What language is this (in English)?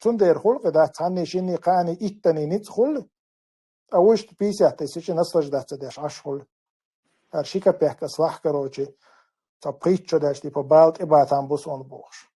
Chechen